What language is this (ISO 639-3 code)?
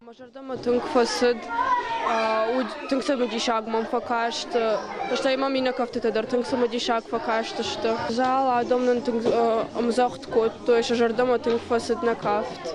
oss